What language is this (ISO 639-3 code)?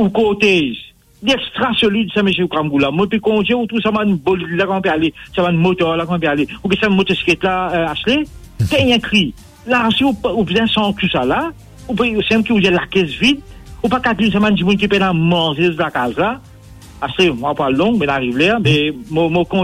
mfe